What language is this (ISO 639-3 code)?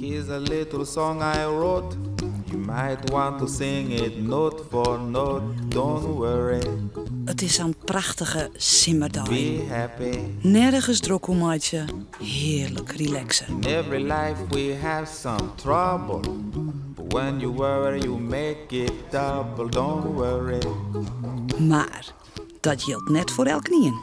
fry